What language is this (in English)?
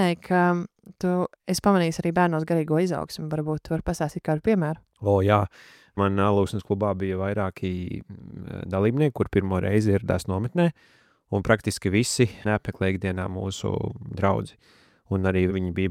Latvian